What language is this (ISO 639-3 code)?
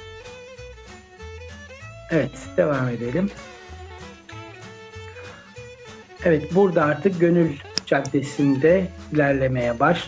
tur